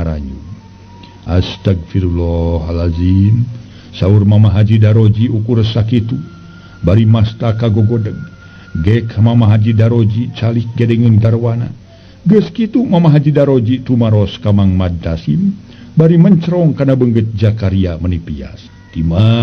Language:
Sundanese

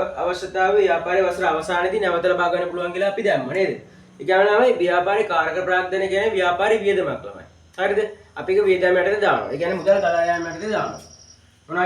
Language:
Sinhala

